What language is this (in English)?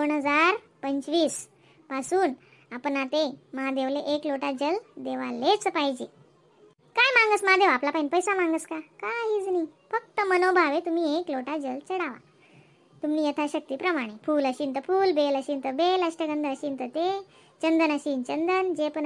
Khandesi